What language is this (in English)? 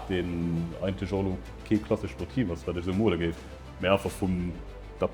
Luxembourgish